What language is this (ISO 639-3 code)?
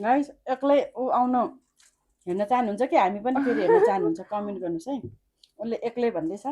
nep